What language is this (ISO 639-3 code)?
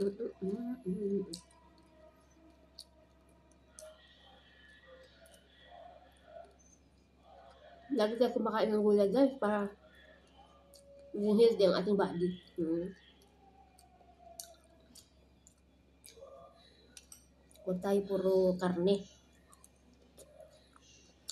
fil